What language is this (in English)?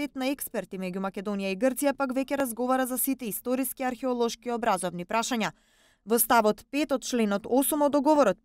Macedonian